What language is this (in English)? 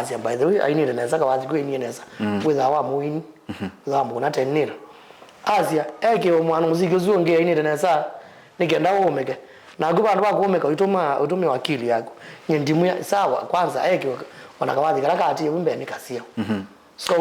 Kamba